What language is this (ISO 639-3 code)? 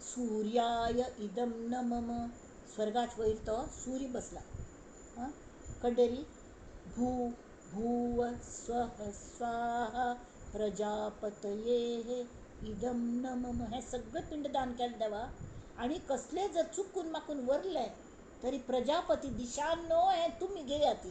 kok